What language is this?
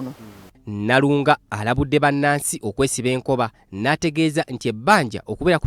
Ganda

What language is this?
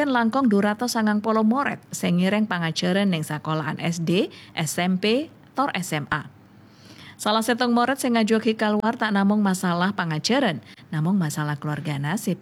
Madurese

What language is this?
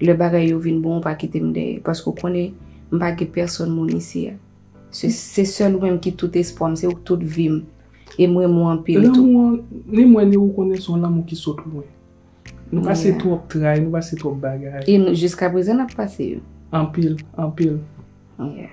Haitian Creole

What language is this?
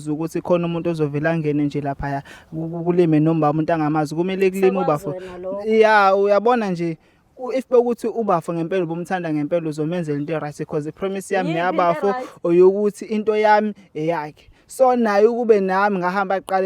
Zulu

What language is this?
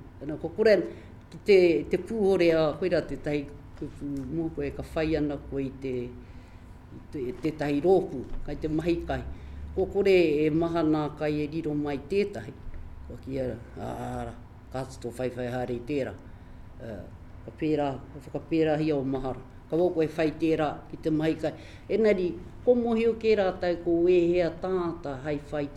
Māori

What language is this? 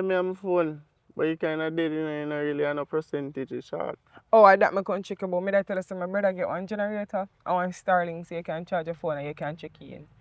Jamaican Creole English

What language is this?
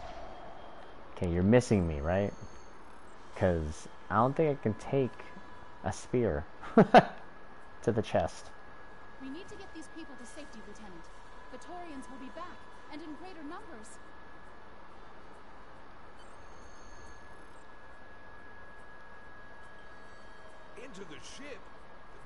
English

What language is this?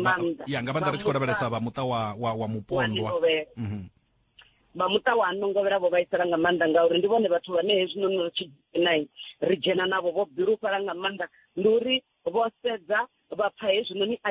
Venda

